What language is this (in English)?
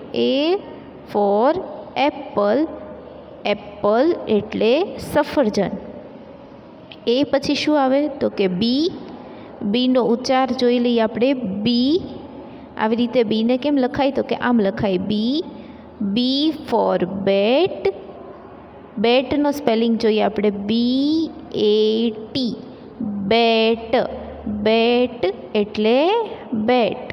Gujarati